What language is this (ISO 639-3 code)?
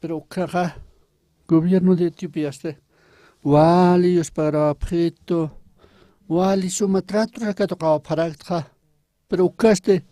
aym